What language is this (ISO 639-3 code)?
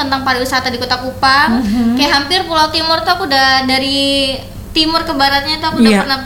ind